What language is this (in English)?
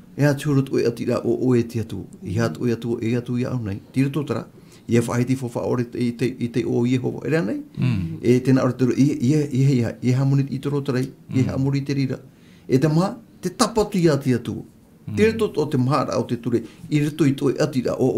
Tahitian